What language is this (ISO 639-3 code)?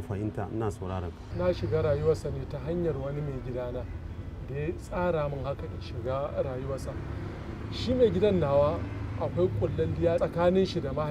hau